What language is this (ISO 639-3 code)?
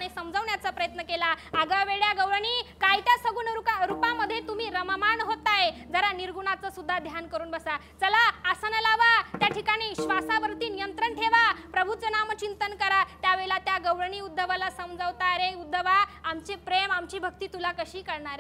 mar